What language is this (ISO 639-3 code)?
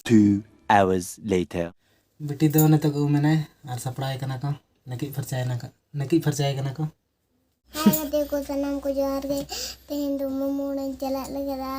sat